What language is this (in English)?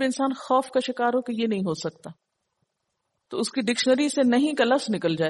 Urdu